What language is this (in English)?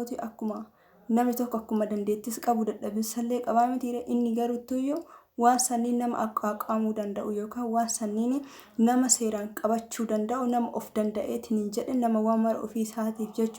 Oromo